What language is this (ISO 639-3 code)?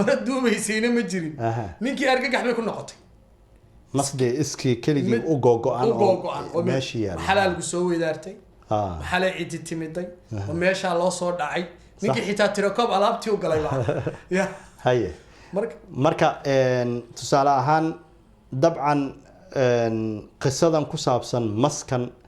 som